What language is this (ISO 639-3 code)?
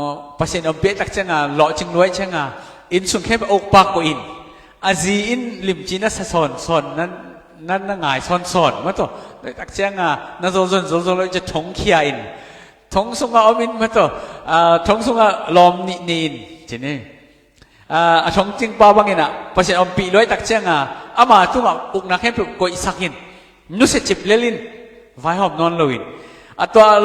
ctd